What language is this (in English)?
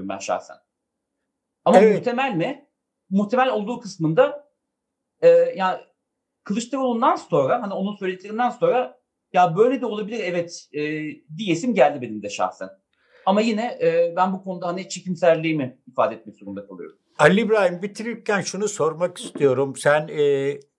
Turkish